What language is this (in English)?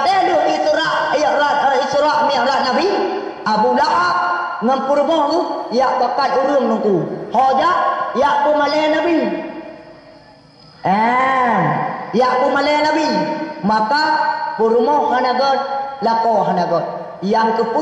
Achinese